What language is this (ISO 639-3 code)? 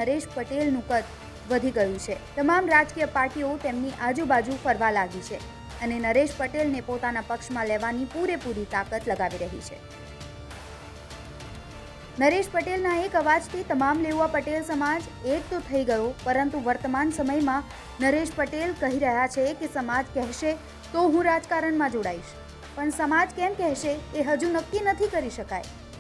guj